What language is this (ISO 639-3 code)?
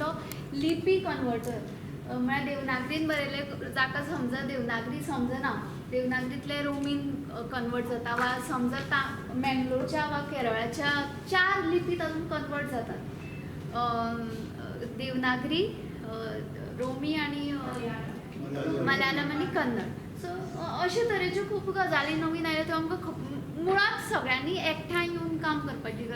kok